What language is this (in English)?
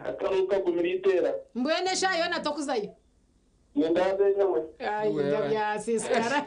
Nyankole